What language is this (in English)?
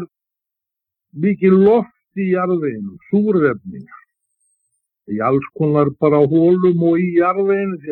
Icelandic